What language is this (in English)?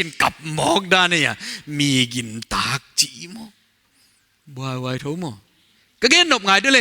Paite Chin